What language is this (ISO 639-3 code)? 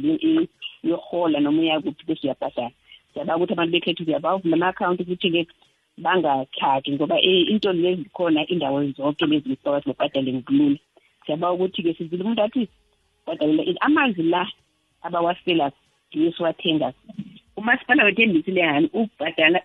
nbl